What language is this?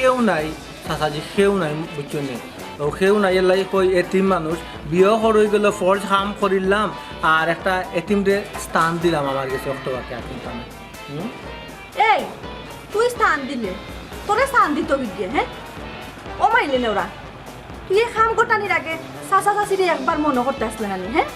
Sylheti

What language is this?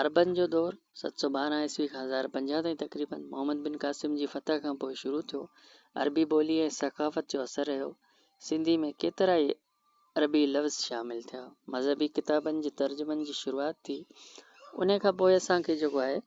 Sindhi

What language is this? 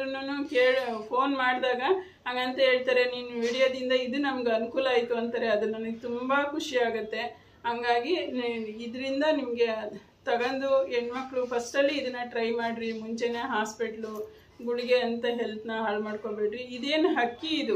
Kannada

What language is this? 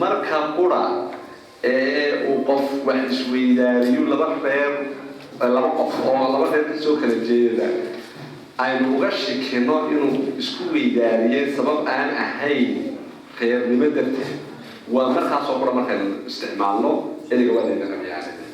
Somali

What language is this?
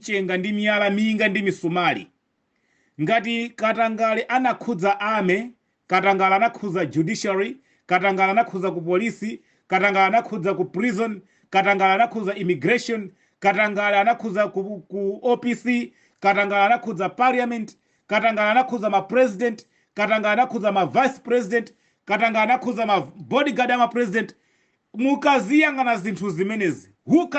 Nyanja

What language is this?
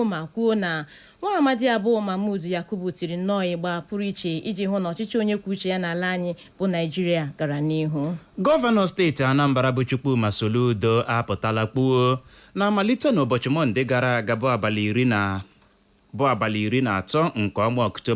Igbo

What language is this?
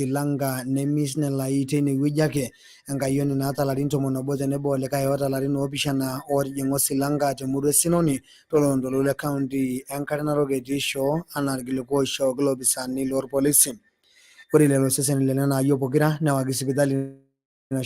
Masai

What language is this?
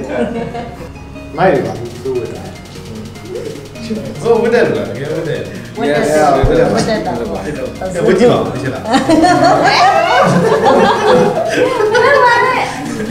Burmese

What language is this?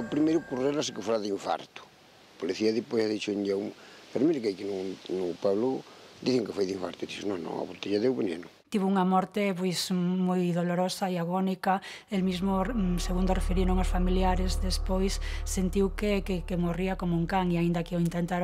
Galician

